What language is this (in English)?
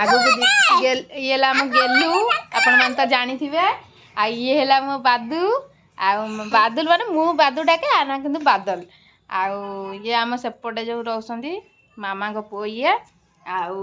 Odia